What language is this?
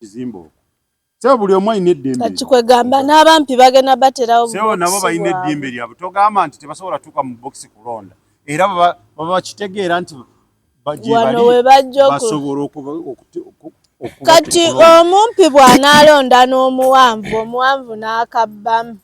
Ganda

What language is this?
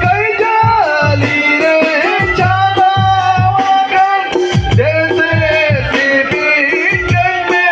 Santali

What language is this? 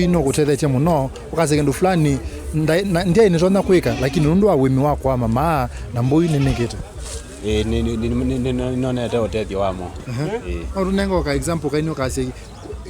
Kamba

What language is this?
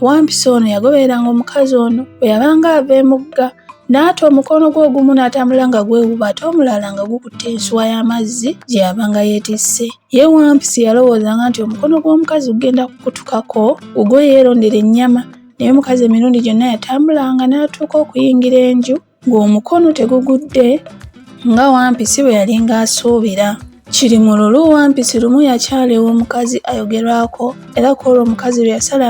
Ganda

